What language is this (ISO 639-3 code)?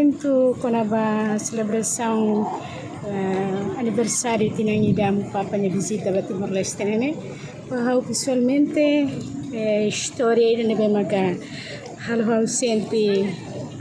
tet